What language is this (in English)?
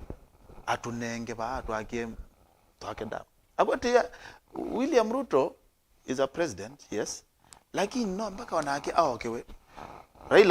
Kamba